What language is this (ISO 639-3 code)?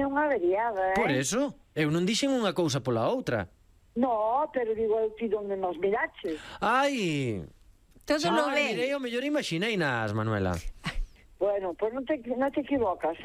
glg